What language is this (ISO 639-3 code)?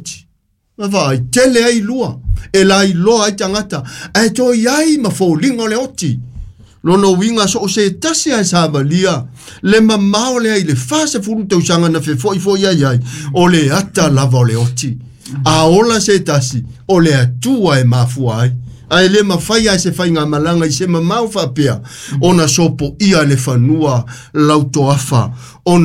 smo